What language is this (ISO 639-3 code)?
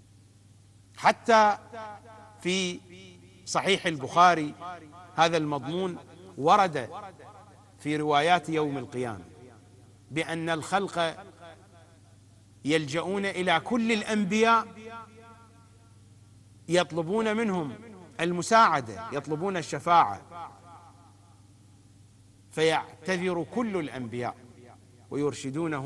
ara